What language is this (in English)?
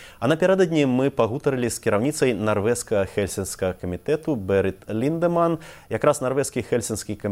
Belarusian